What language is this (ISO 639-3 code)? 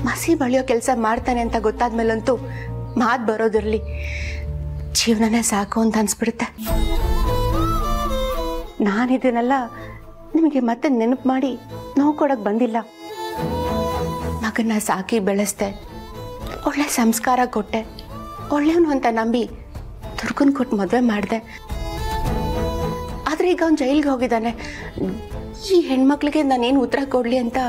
kan